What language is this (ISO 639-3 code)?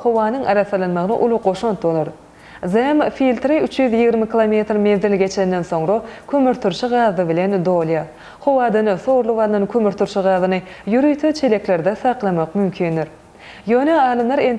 tuk